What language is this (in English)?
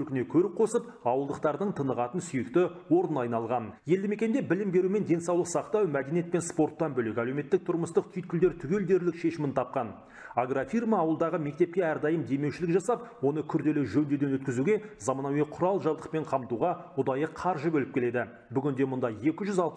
Kazakh